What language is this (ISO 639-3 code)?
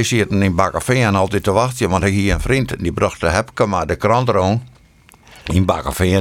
fry